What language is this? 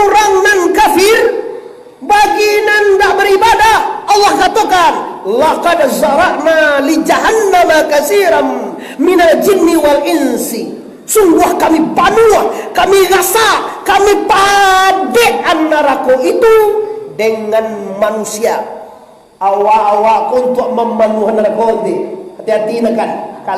Minangkabau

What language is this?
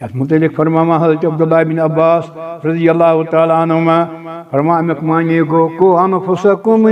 Kashmiri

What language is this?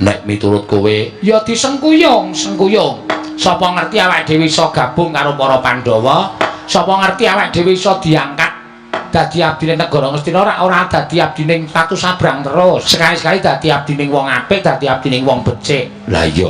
Javanese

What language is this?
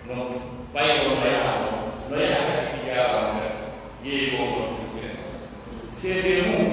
Pular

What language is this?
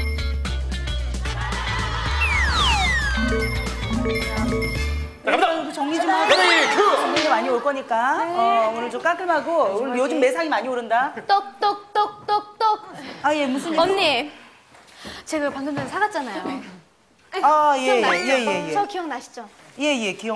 Korean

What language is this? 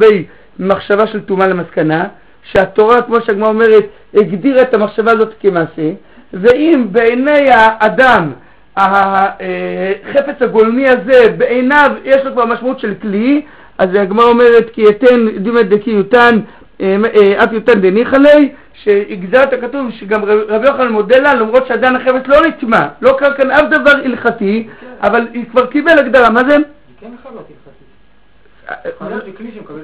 Hebrew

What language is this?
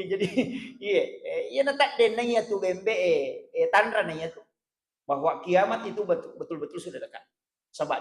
Buginese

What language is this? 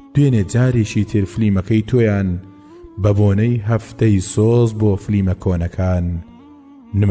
Central Kurdish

